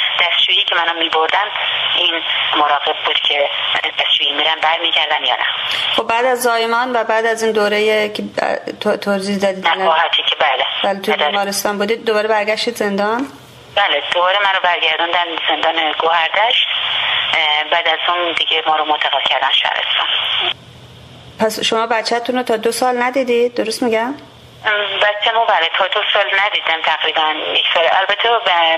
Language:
Persian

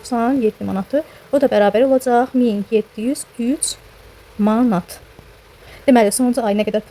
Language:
Azerbaijani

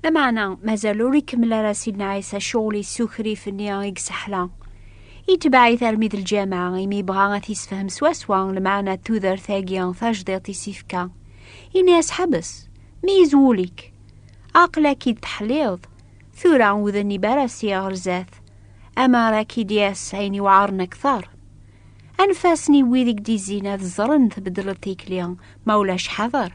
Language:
Kabyle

